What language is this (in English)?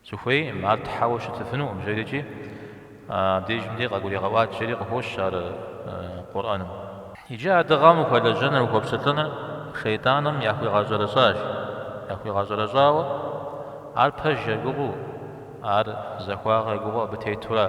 Kabardian